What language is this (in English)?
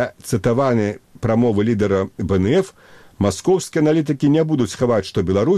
Belarusian